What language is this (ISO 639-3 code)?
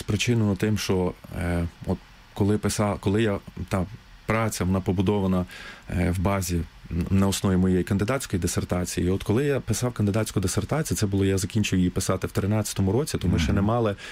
ukr